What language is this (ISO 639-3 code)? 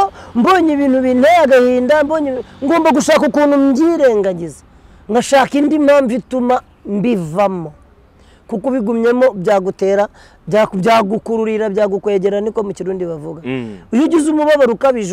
kin